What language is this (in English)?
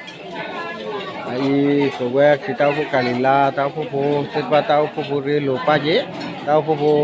S'gaw Karen